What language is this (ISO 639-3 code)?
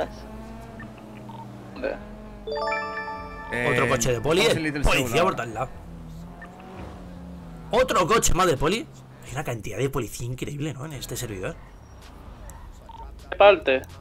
spa